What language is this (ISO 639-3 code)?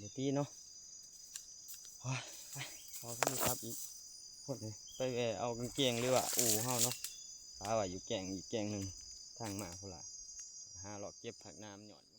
lao